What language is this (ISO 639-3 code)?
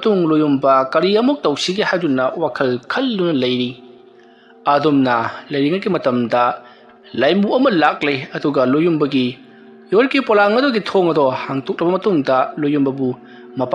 mni